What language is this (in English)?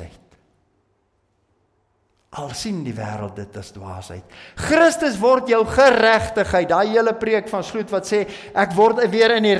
Afrikaans